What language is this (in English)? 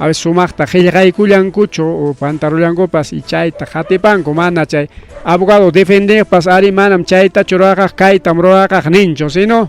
Ayacucho Quechua